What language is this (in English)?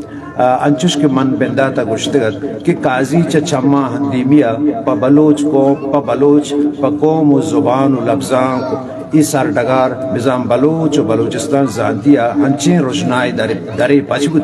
Eastern Balochi